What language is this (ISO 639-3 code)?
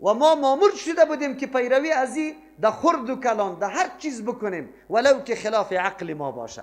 fas